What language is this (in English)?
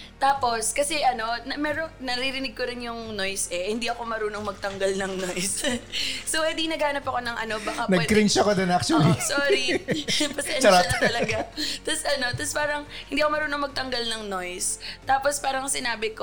Filipino